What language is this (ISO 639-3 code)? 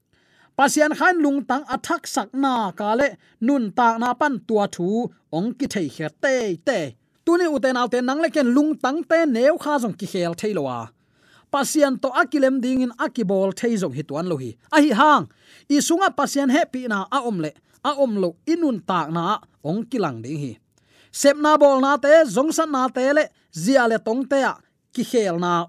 ctd